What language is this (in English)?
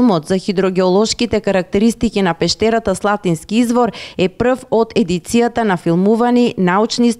Macedonian